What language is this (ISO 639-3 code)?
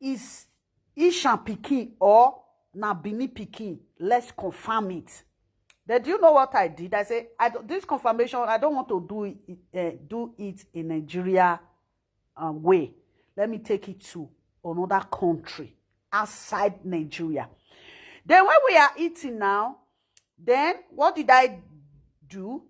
pcm